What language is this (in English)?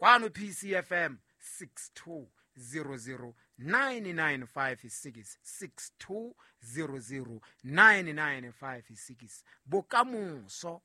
Southern Sotho